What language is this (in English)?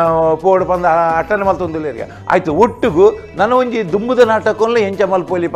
Tulu